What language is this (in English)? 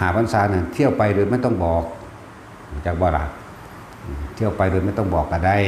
Northeastern Thai